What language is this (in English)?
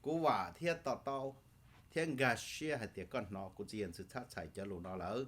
Hmong